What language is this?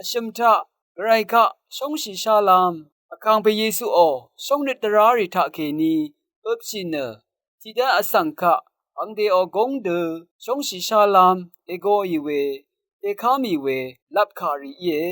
Rawang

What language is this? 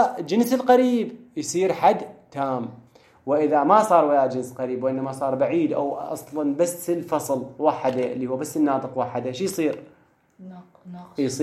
Mesopotamian Arabic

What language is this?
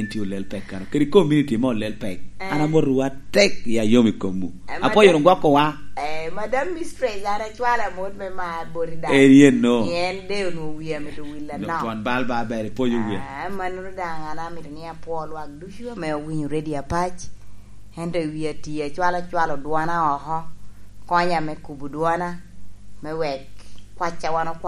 Lango (Uganda)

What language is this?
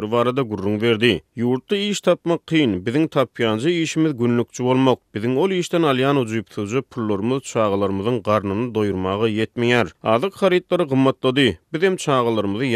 Turkmen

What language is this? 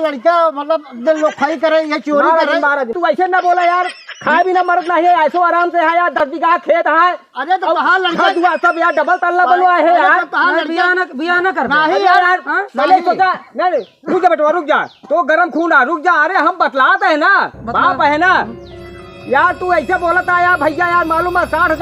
Awadhi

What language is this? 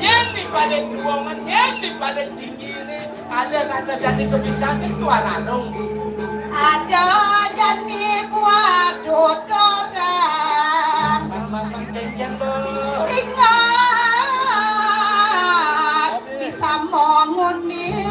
Balinese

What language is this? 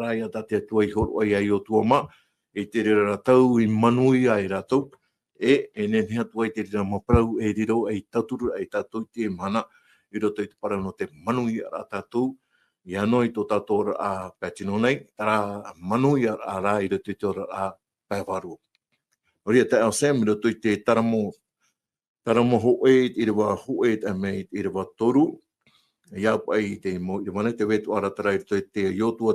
Tahitian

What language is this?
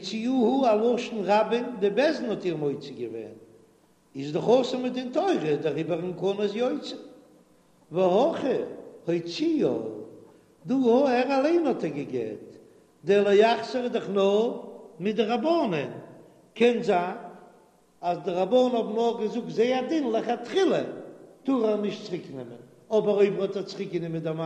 Yiddish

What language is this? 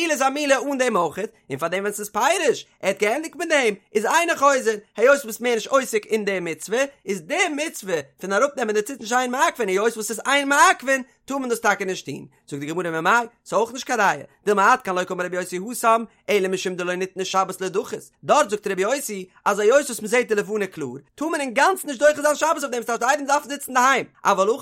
Yiddish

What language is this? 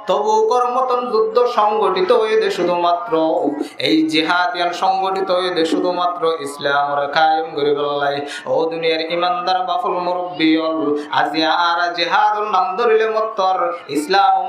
Rohingya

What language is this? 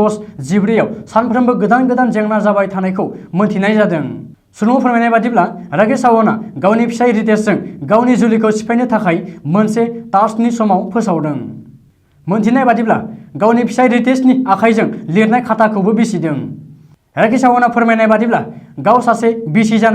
Bodo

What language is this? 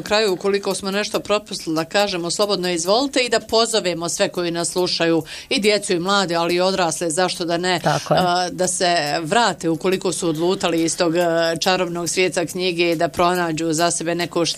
Bosnian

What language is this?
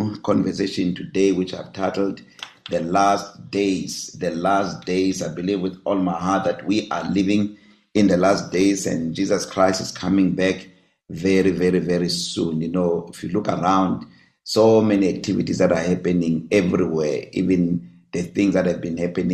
English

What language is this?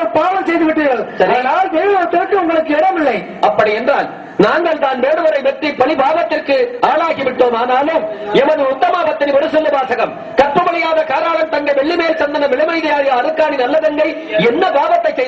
Tamil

